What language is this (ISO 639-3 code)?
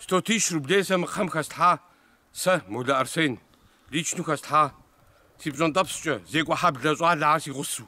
kbd